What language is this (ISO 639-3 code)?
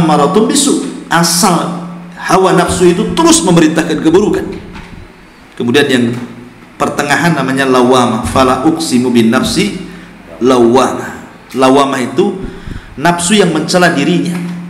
ind